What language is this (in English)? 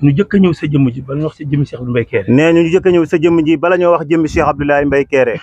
Wolof